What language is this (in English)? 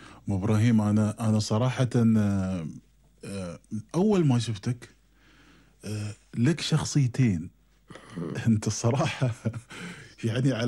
Gulf Arabic